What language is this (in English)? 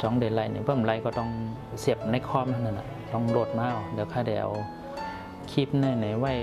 Shan